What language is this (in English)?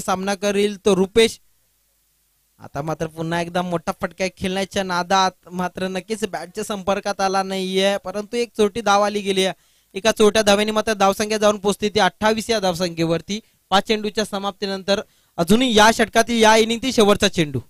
Marathi